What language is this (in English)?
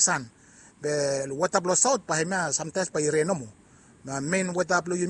Bislama